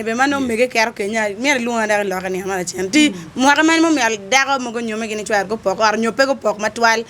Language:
Acoli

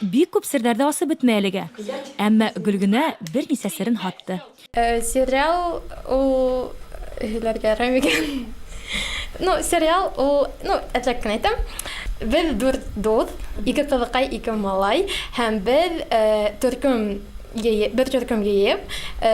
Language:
Bashkir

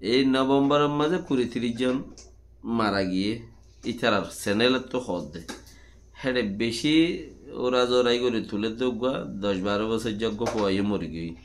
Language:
Rohingya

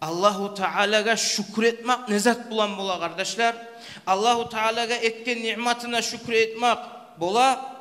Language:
Kumyk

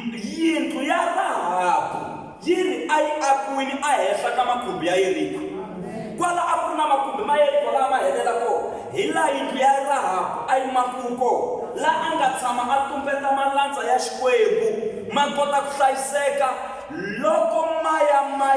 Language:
Tsonga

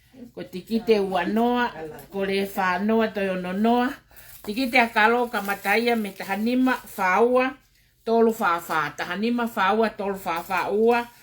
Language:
Tongan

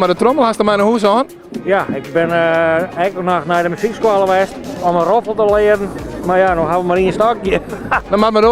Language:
Western Frisian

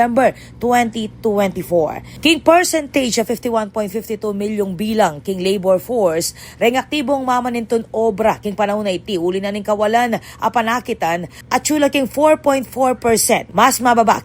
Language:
Pampanga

